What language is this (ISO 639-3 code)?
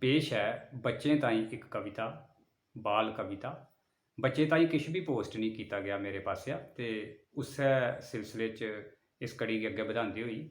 doi